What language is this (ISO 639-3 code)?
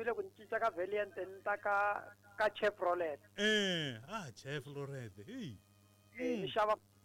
tso